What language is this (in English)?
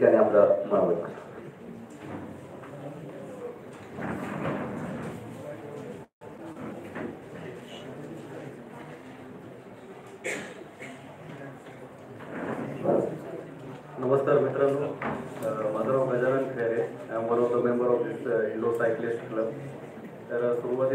Marathi